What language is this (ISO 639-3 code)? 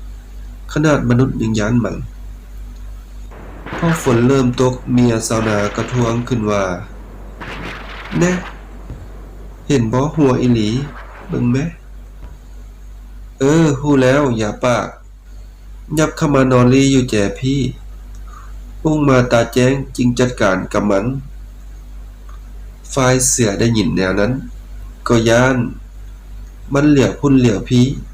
lao